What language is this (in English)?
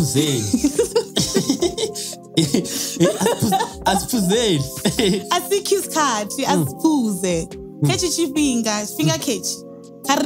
Venda